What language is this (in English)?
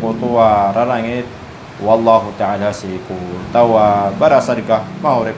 Maranao